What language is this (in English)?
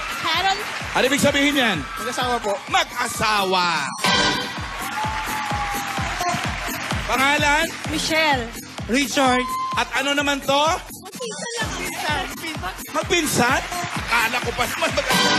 Filipino